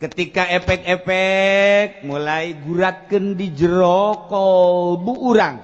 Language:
Sundanese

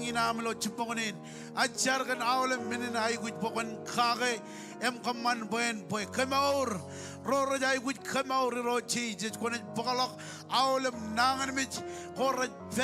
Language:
Marshallese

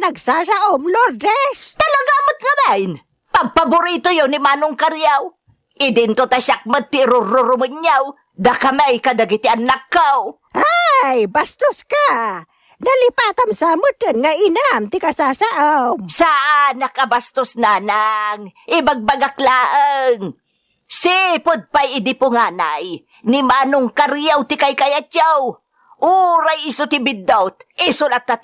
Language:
Iloko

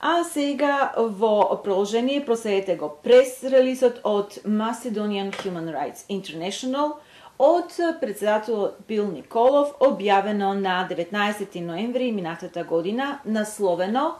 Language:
Macedonian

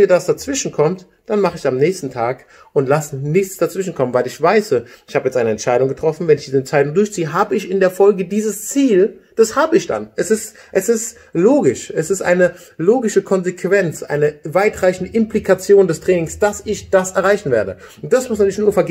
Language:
German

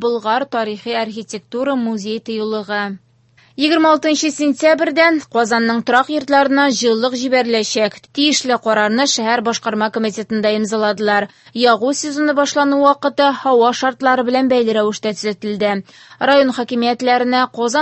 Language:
Tatar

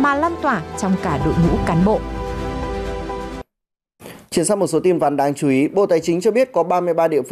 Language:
Vietnamese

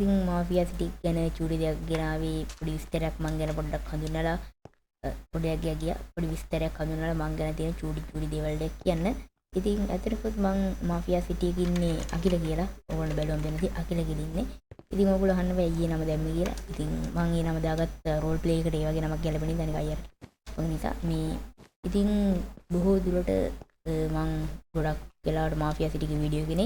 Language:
Sinhala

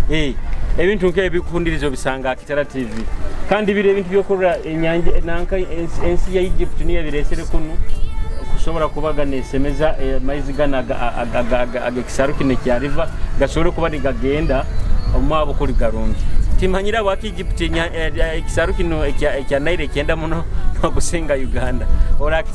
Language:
Nyoro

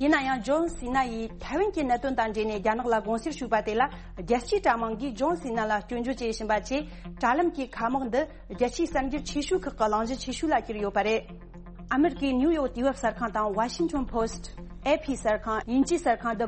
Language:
Tibetan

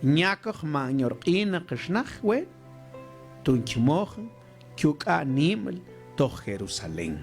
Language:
Mam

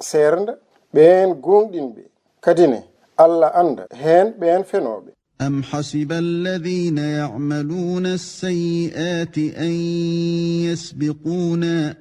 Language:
Fula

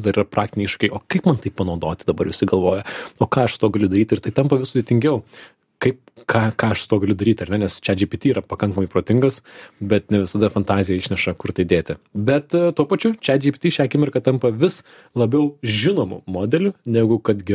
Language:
Lithuanian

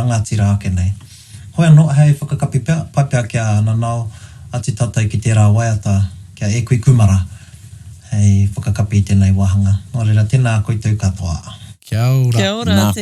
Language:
Māori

